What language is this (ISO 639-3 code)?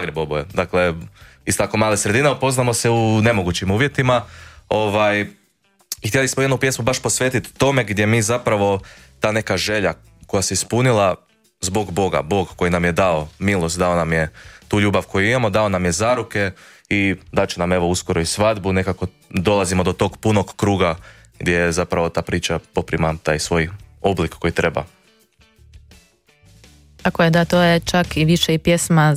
hrv